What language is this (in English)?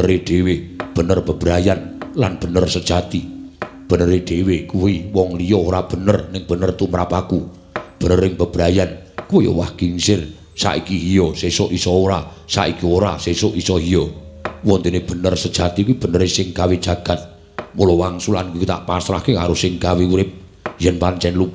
Javanese